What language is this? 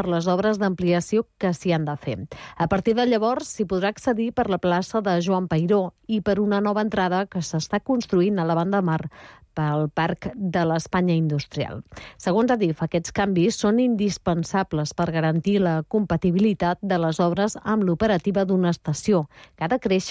Catalan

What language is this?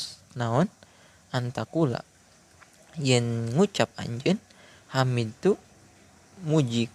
Sundanese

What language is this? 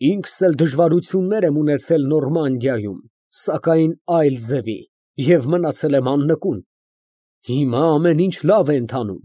Armenian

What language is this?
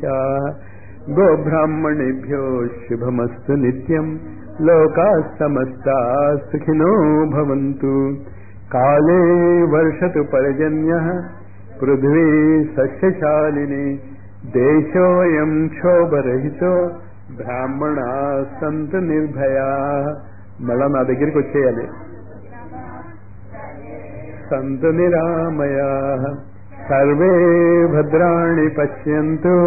Telugu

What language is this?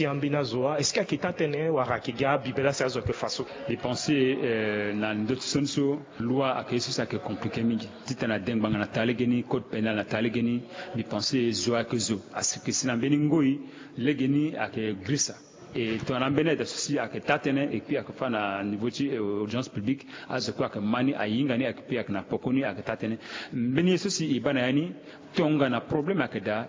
Sango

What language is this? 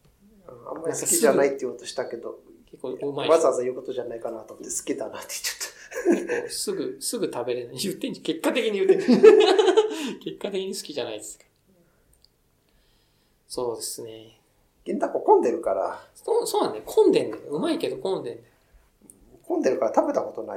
Japanese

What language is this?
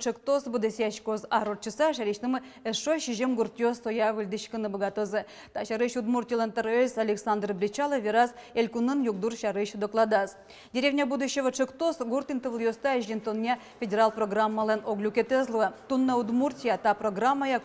Udmurt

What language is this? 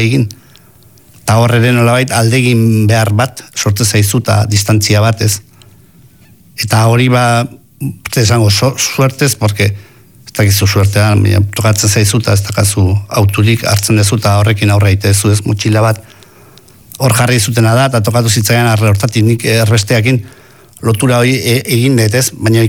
Basque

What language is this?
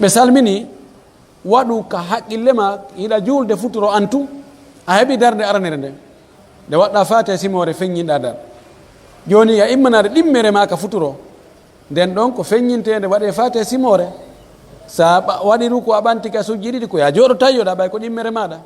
Pular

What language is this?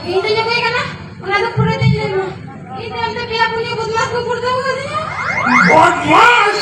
Santali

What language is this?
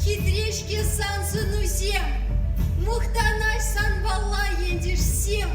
Chuvash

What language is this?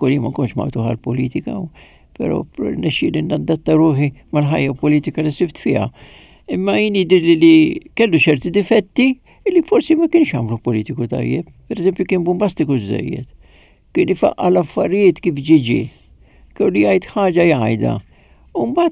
Maltese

